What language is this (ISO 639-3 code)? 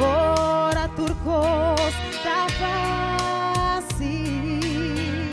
pap